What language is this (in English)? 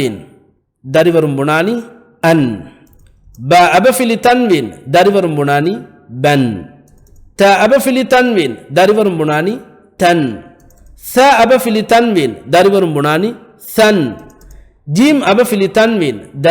Divehi